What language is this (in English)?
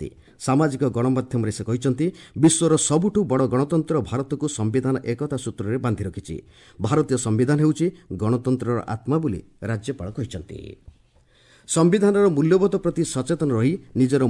Odia